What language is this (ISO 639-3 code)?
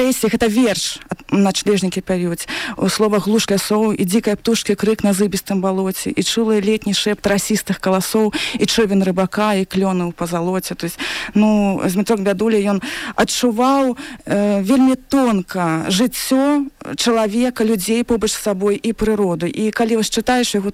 bel